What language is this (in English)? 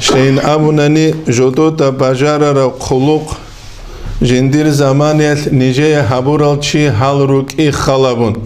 Avaric